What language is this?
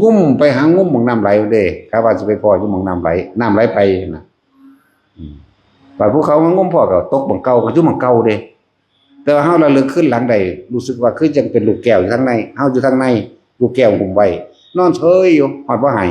Northeastern Thai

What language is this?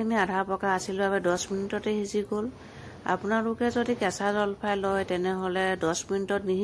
Assamese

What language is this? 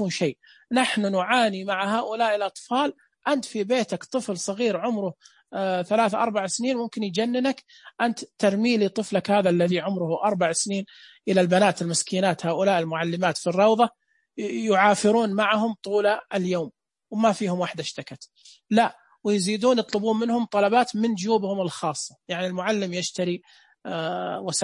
Najdi Arabic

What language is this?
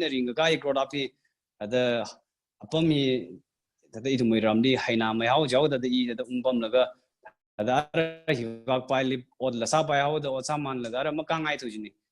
Tangkhul Naga (India)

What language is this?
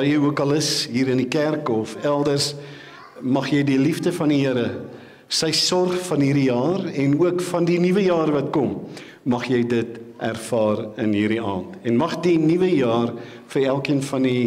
Afrikaans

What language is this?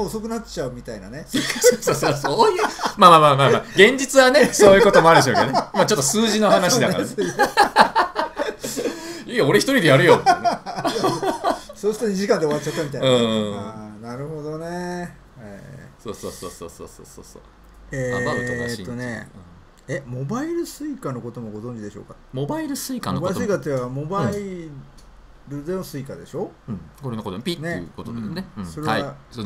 Japanese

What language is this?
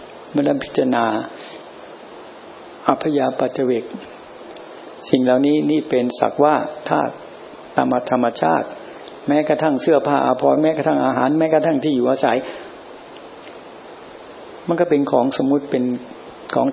Thai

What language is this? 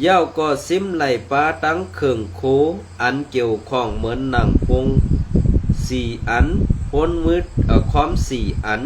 Shan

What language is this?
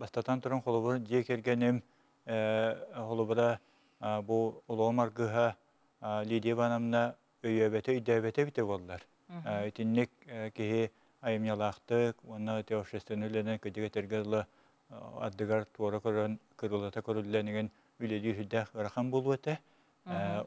Yakut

